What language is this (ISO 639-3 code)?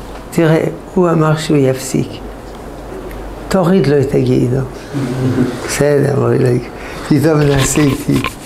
heb